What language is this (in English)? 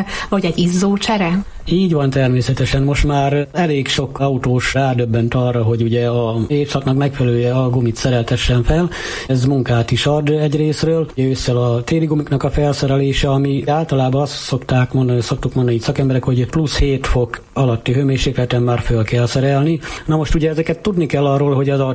Hungarian